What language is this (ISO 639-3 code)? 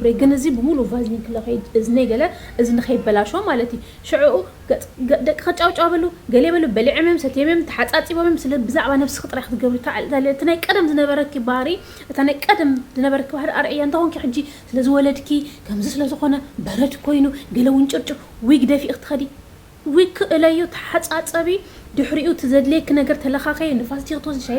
tir